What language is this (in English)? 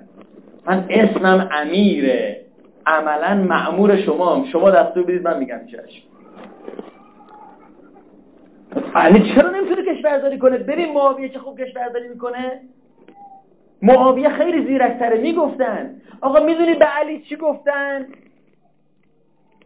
Persian